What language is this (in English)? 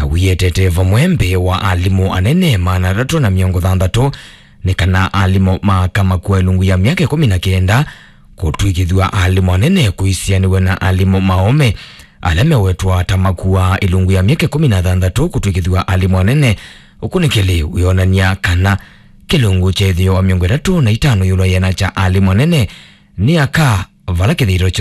Kamba